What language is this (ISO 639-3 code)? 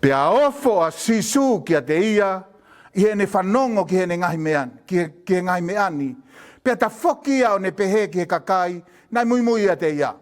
ton